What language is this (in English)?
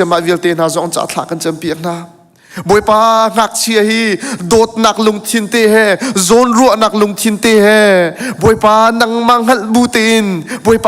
Hakha Chin